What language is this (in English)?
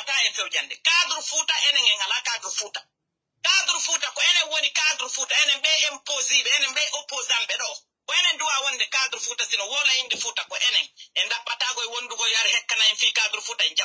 Fula